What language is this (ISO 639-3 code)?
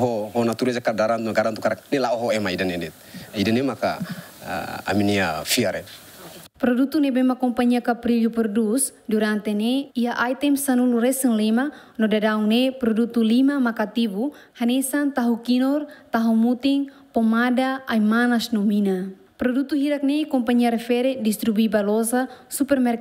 tet